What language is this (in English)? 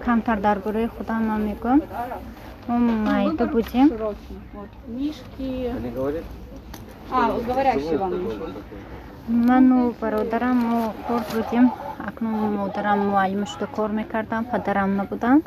Tajik